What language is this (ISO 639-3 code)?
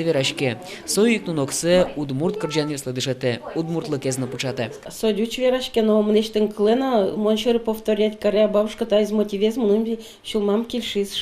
udm